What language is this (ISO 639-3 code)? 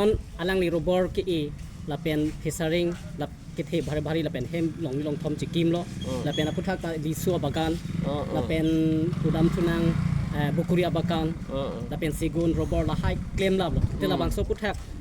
mjw